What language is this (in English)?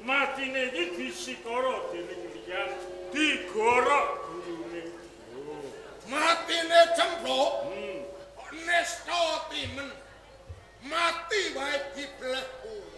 Javanese